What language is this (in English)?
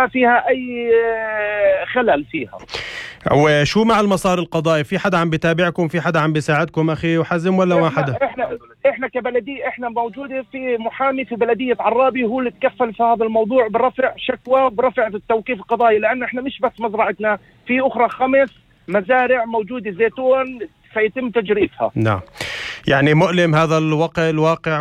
North Levantine Arabic